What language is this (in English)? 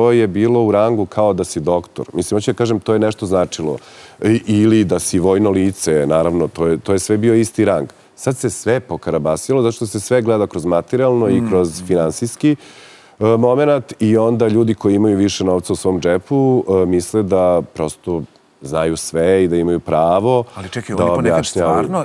Serbian